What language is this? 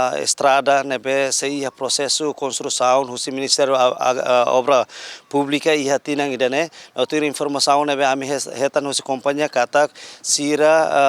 Tetum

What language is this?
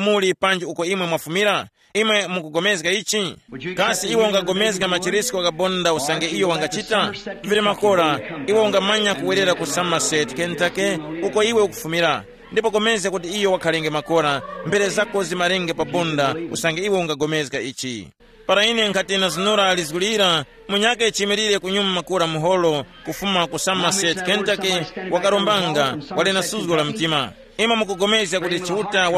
Tumbuka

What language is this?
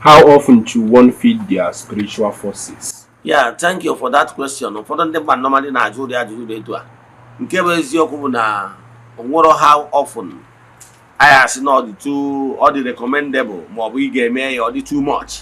Igbo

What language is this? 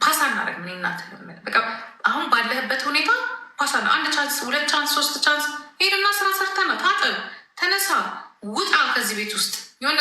Amharic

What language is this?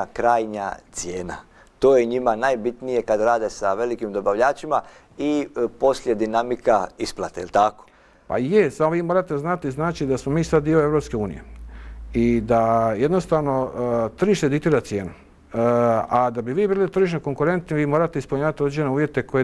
Croatian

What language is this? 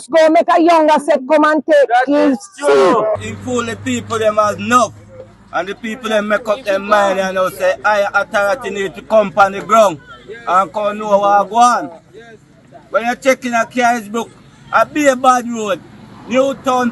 Jamaican Creole English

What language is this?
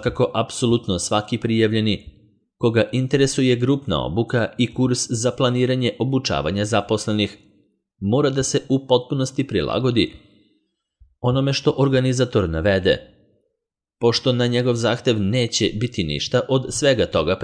Serbian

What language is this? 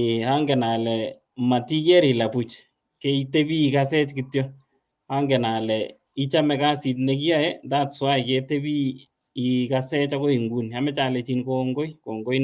Kalenjin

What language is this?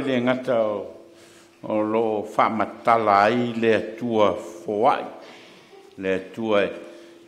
Samoan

